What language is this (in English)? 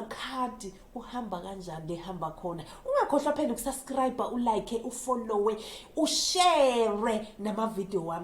Zulu